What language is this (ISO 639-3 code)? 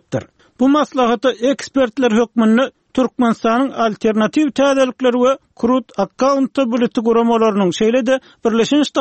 tuk